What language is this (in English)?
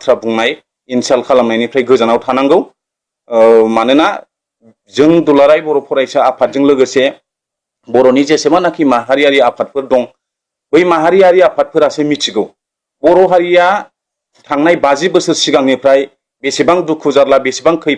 Bodo